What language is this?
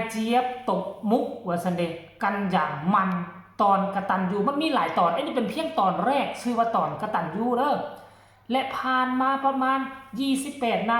Northeastern Thai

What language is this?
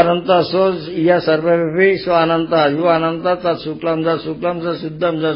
Hindi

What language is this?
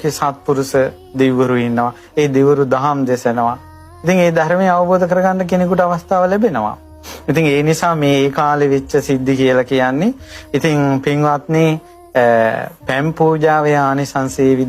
Sinhala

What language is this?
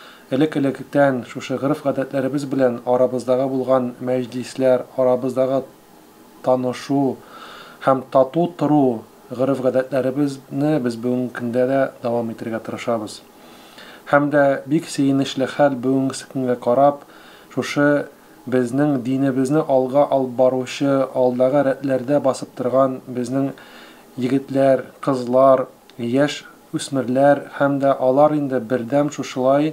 Tatar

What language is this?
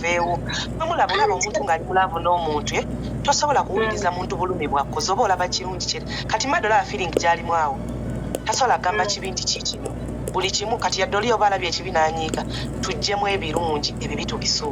Ganda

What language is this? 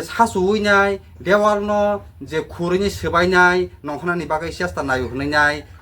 Kok Borok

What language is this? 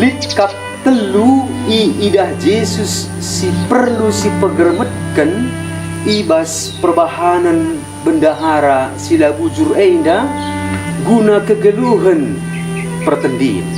Batak Karo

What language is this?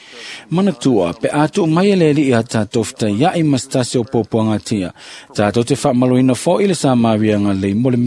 Samoan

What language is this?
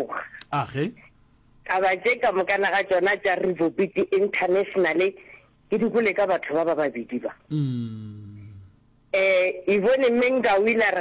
Northern Sotho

